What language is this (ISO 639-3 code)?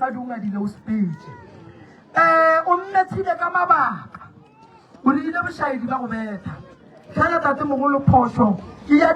nso